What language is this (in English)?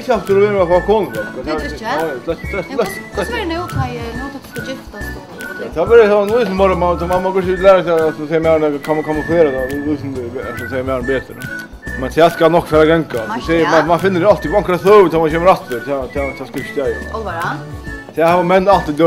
Faroese